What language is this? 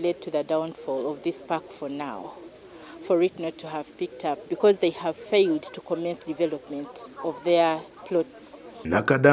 Nyankole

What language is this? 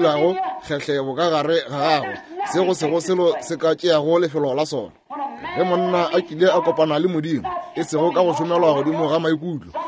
Northern Sotho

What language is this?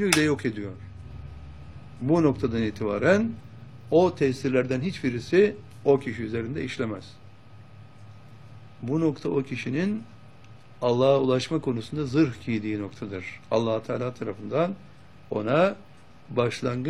Turkish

